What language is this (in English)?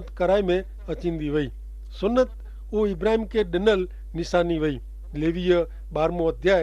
Kachhi